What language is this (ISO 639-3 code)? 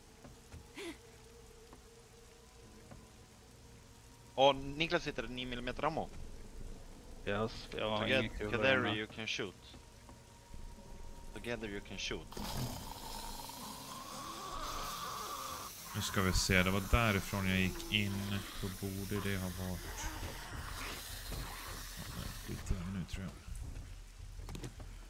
swe